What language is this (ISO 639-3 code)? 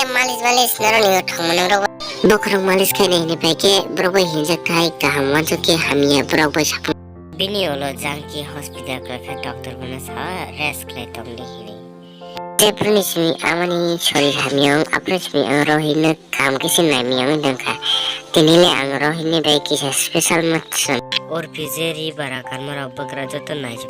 trp